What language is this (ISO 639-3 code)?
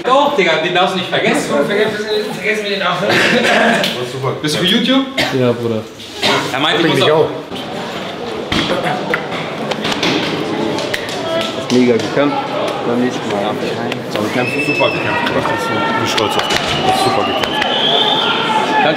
deu